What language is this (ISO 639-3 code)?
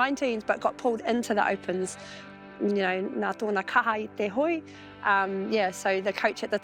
mri